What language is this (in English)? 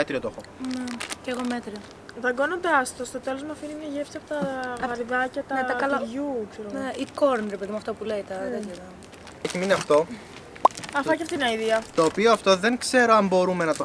Greek